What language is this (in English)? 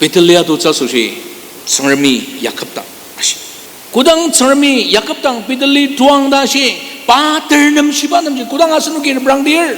Ao Naga